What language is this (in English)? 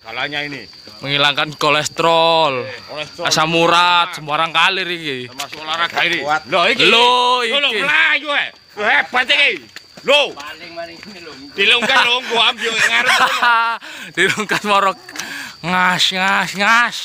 Javanese